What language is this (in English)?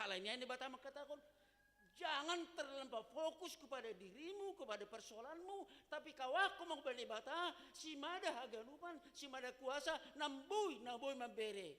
Batak Simalungun